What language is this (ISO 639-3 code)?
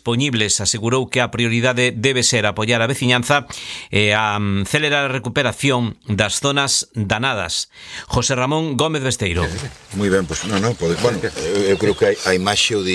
glg